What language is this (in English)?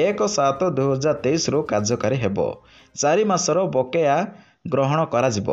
Odia